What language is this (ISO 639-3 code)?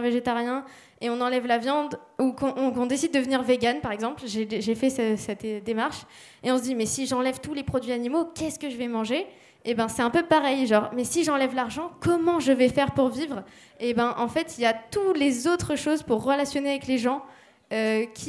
fra